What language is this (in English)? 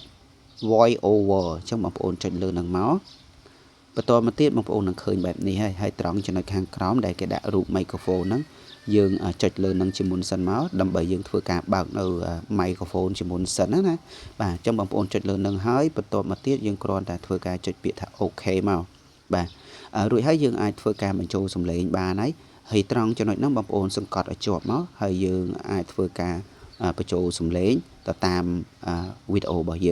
Khmer